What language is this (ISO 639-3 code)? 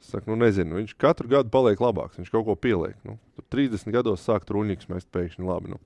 lav